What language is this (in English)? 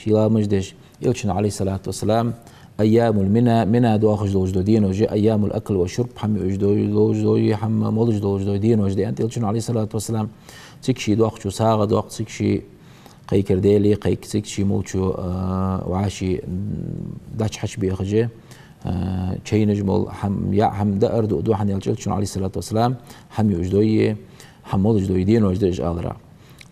Ingush